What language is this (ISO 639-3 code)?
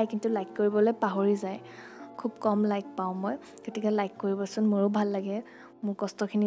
asm